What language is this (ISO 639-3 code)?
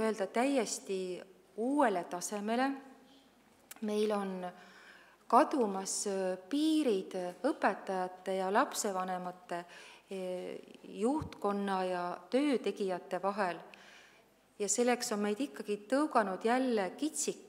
est